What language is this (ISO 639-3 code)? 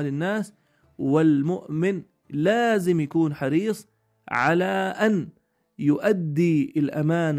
apc